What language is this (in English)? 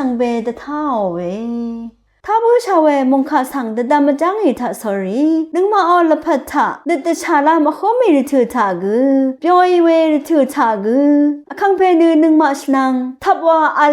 Rawang